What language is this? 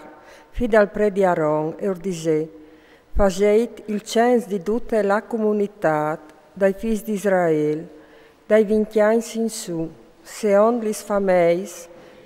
Friulian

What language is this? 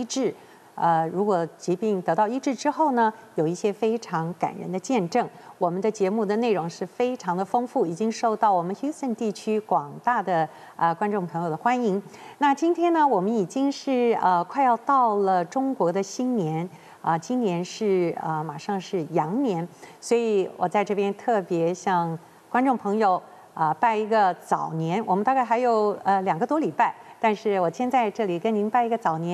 Chinese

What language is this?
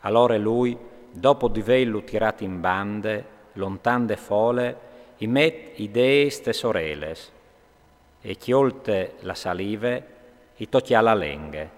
Friulian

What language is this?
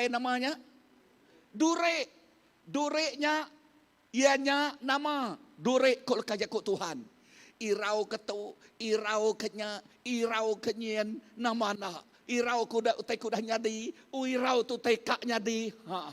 Iban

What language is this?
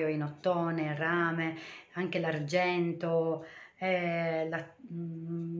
Italian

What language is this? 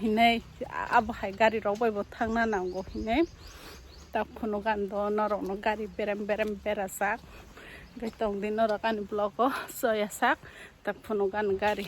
Kok Borok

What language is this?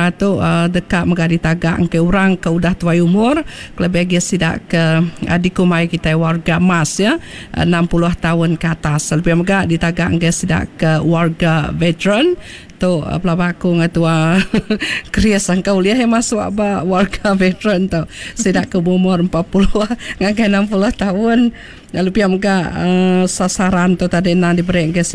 Iban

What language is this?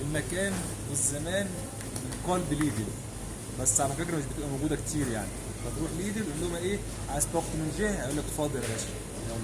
Egyptian Arabic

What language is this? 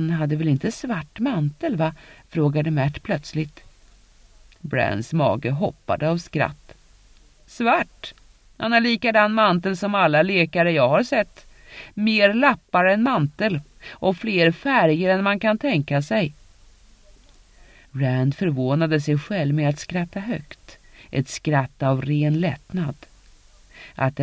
Swedish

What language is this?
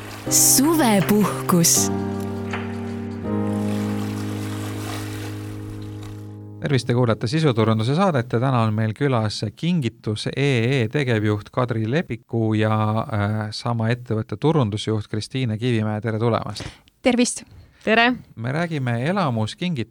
Estonian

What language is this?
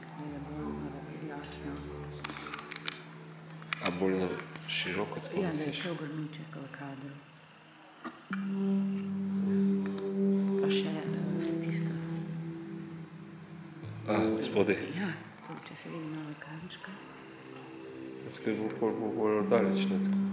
Slovenian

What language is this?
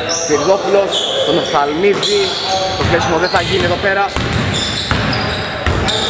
Greek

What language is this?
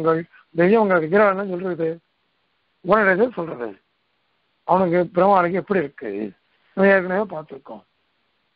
Tamil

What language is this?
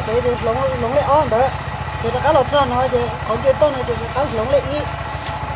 Hmong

